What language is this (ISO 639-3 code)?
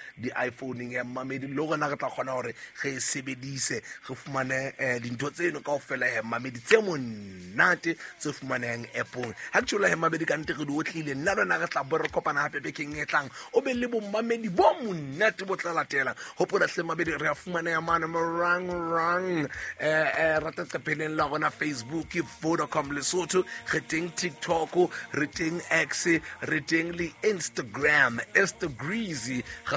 sot